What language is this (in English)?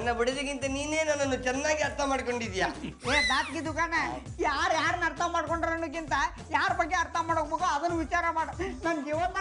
Kannada